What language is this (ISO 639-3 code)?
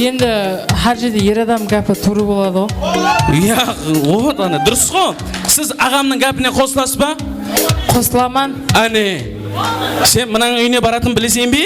kaa